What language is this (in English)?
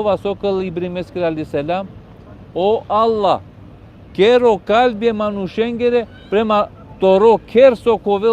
Balkan Romani